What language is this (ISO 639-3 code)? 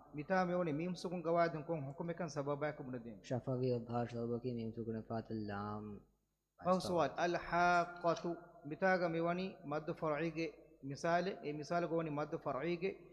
div